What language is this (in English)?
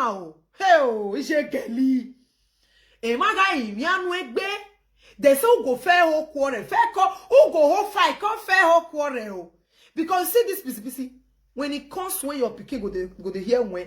Nigerian Pidgin